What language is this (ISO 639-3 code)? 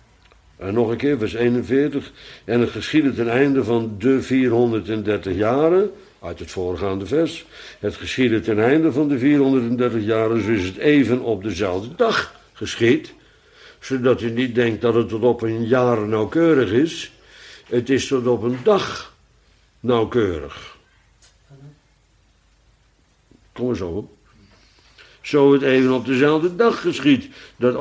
nld